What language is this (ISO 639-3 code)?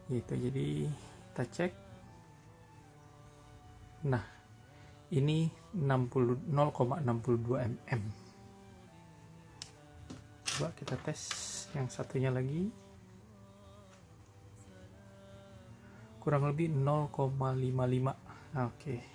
ind